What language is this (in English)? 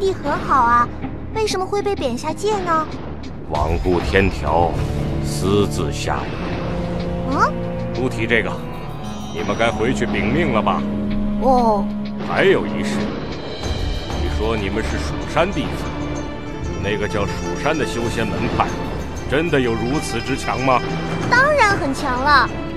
Chinese